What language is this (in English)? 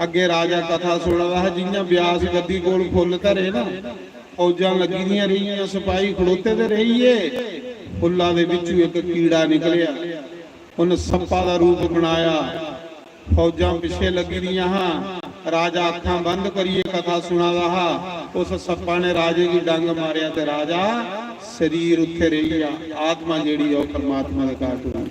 Dogri